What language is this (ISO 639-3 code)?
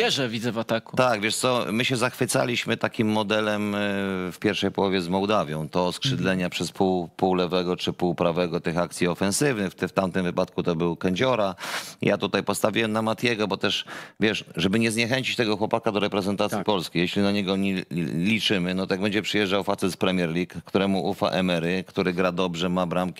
pol